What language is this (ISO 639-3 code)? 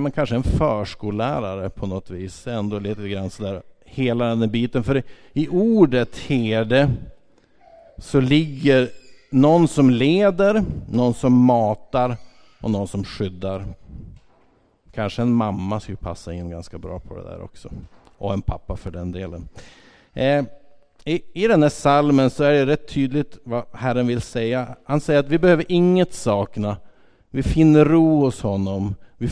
swe